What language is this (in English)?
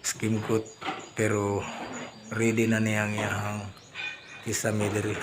Cebuano